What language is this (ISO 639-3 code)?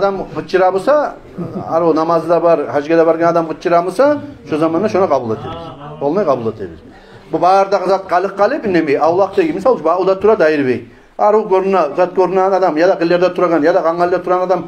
kum